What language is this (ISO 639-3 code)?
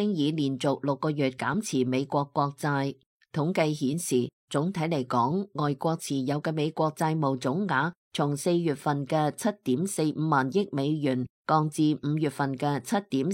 yue